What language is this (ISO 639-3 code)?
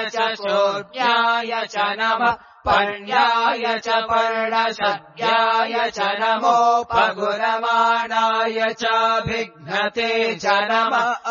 san